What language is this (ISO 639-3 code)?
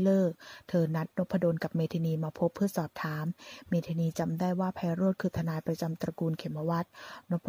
tha